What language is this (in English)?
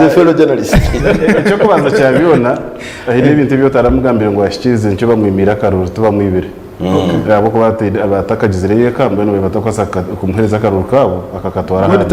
Nyankole